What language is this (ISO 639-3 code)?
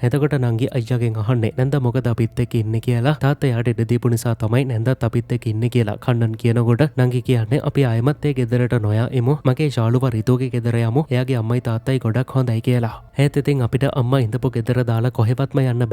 sin